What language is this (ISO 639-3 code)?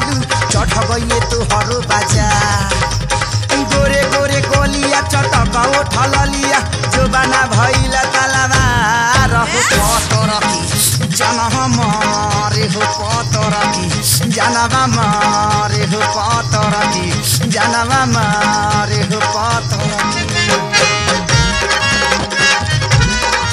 bho